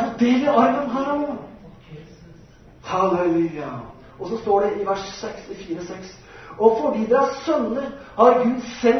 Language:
Norwegian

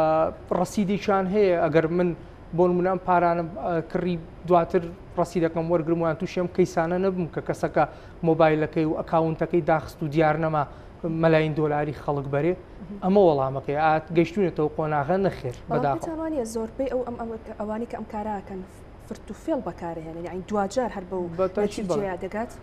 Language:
Central Kurdish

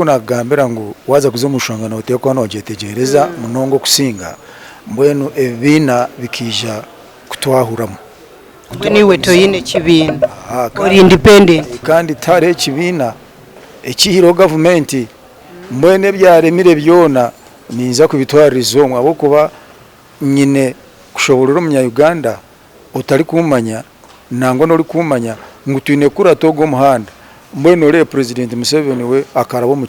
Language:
Nyankole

